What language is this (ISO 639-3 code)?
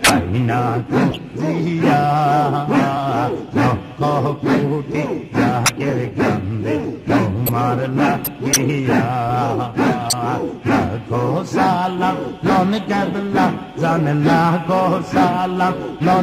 ben